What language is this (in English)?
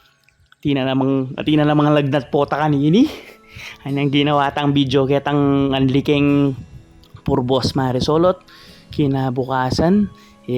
Pampanga